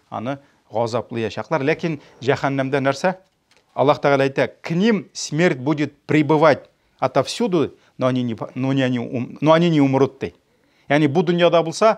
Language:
Tatar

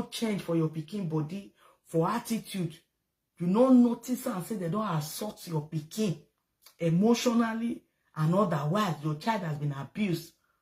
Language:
Nigerian Pidgin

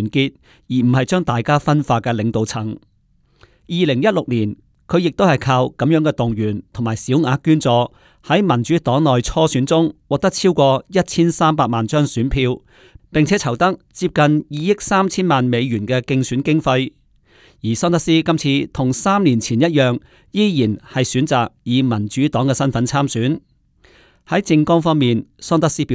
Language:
Cantonese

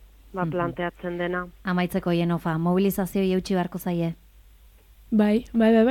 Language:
Basque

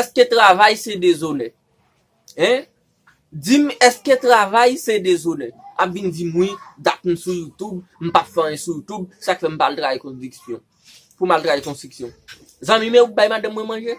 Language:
Haitian Creole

